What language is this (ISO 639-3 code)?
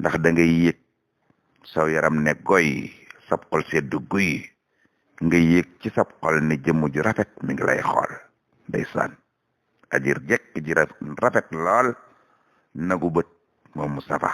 wol